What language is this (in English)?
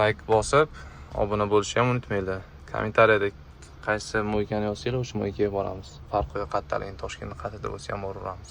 Uzbek